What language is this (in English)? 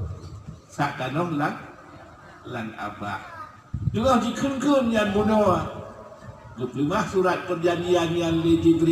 Achinese